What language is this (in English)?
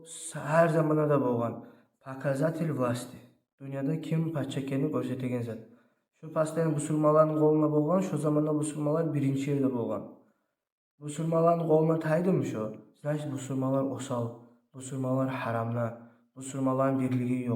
Kumyk